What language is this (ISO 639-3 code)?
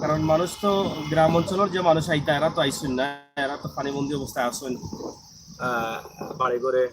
syl